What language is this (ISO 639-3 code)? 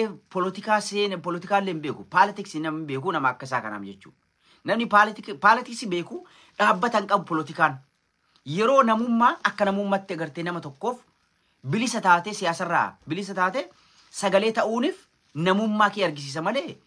orm